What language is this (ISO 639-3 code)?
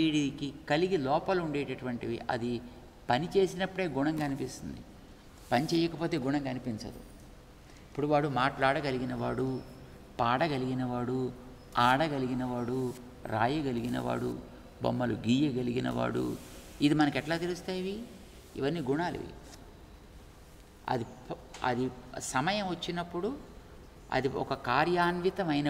tel